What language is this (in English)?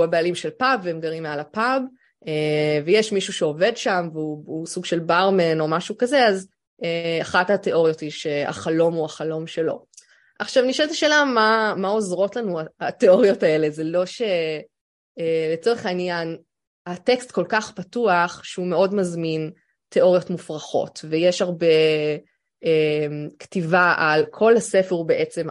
Hebrew